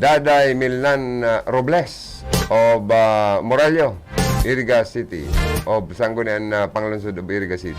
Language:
Bikol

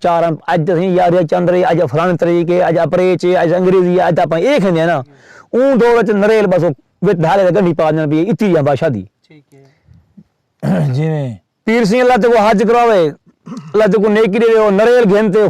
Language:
Saraiki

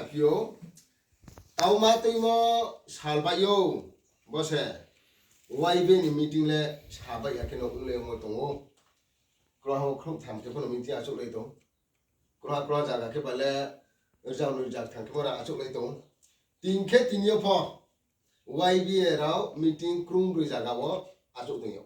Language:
Riang (India)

